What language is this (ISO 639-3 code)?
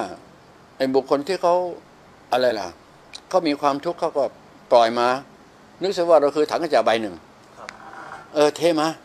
tha